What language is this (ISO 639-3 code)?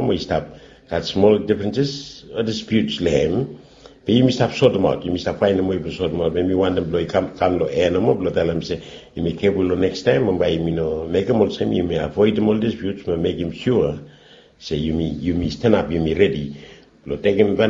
bis